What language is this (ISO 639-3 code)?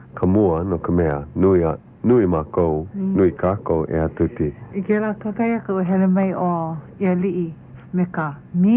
haw